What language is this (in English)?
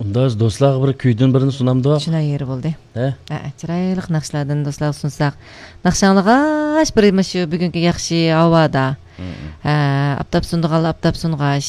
Uyghur